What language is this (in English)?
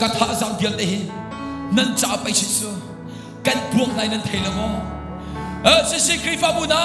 Hakha Chin